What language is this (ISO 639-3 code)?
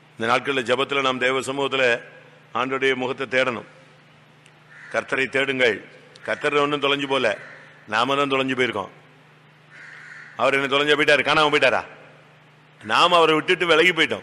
tam